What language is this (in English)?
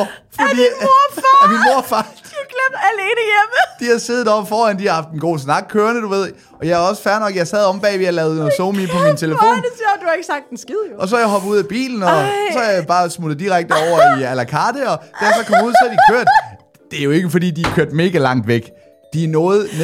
Danish